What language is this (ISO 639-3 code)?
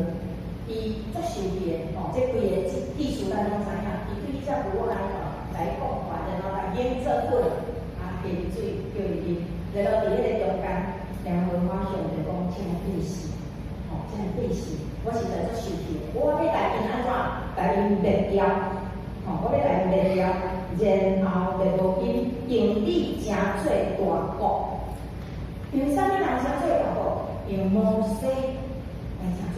nan